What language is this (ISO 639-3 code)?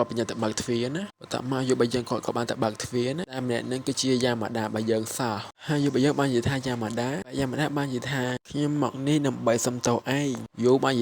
khm